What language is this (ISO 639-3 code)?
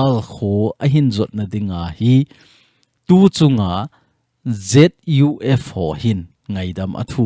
tcz